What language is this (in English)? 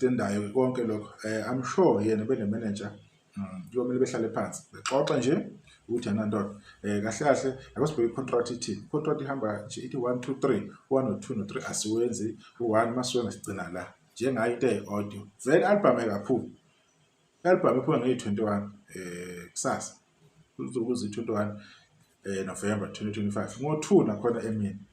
Zulu